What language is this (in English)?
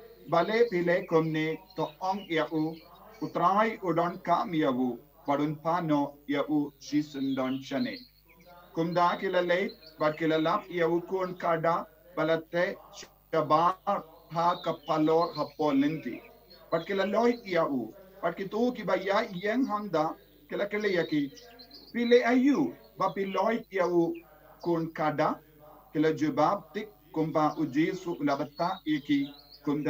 Khasi